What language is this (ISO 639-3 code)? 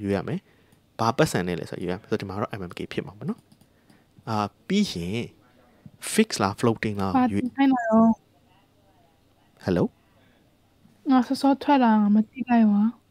mya